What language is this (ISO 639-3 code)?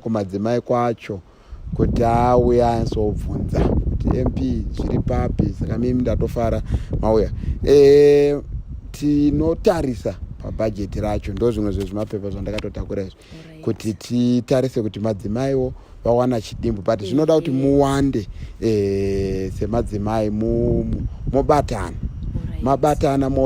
sna